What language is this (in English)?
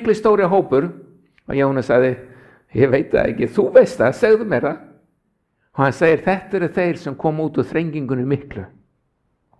Icelandic